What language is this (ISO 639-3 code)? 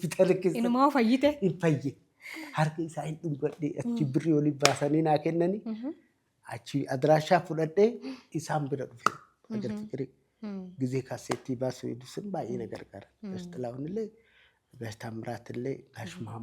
orm